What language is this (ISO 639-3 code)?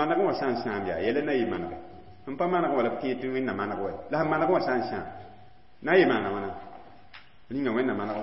mos